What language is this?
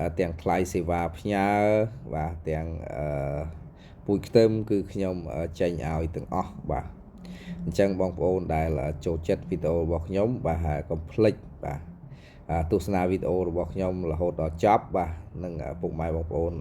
Khmer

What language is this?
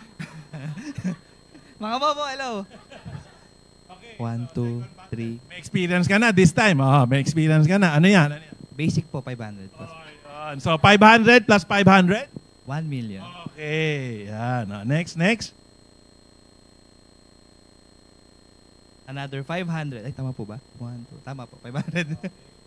Filipino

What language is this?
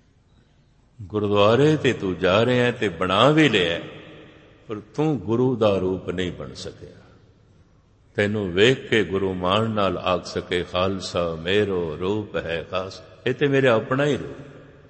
Punjabi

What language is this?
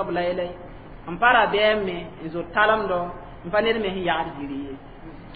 Mossi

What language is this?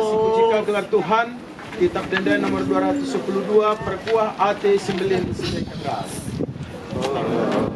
Batak Karo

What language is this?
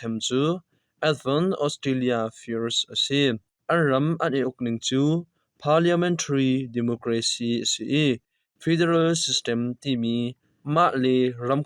Hakha Chin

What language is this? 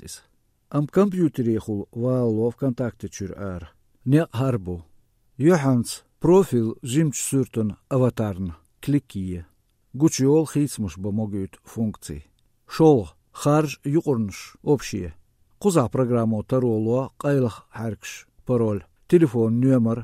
Chechen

